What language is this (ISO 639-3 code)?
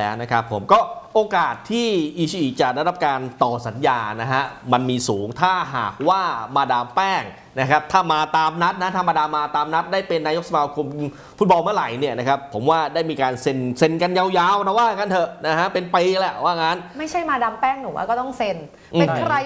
tha